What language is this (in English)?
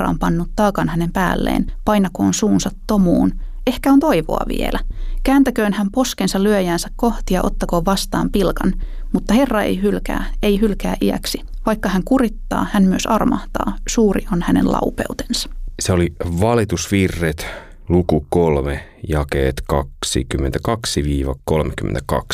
Finnish